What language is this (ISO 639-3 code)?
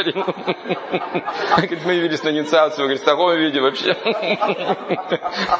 rus